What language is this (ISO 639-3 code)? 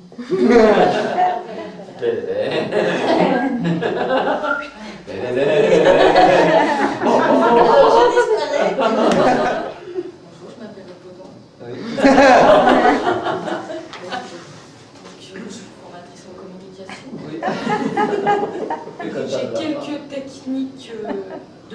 fra